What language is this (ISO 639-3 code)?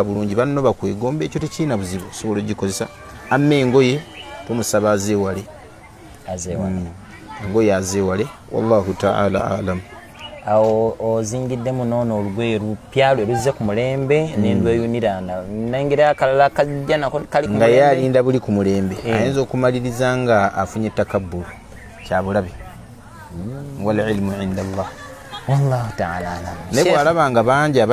lug